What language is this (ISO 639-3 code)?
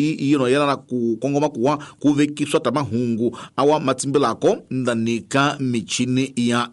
tso